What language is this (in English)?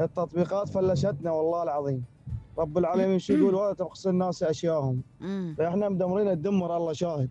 Mesopotamian Arabic